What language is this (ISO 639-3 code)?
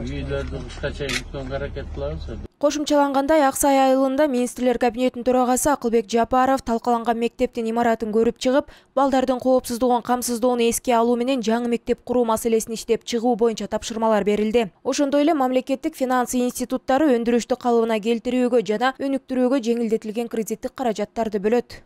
kir